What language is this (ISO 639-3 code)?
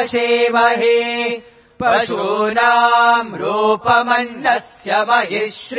san